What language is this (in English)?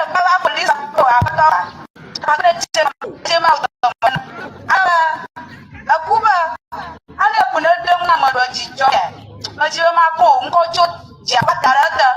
Ewe